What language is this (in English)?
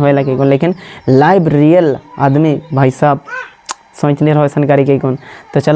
Sadri